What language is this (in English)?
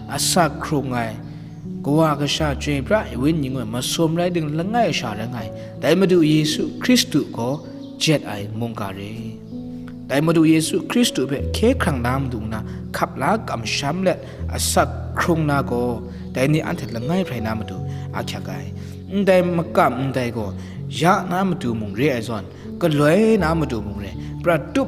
Kachin